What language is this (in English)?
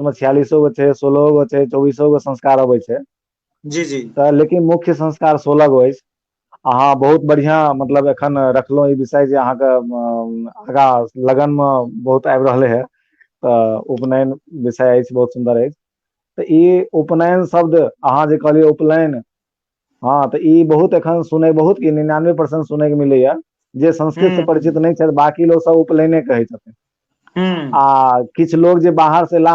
Maithili